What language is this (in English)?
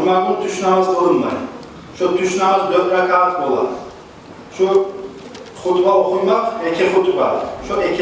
Kumyk